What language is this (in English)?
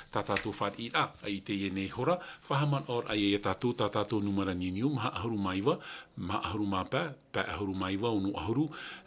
Tahitian